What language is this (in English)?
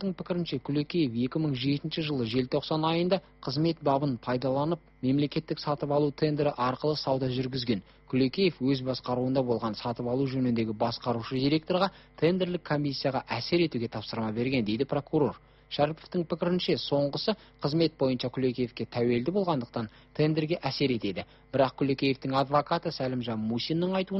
Kazakh